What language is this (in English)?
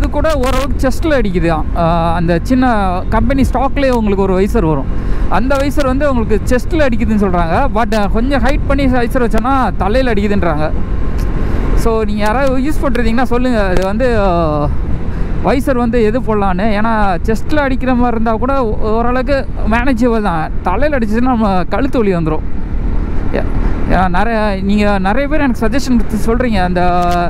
Tamil